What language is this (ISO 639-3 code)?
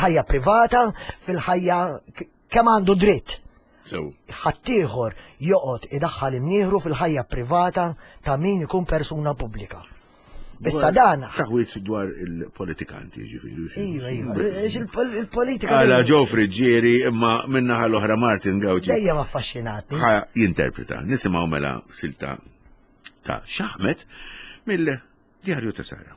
mlt